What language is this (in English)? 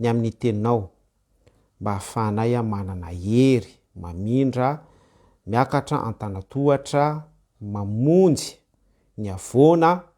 Malagasy